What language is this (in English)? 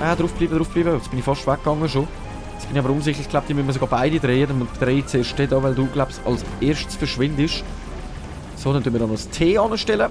Swiss German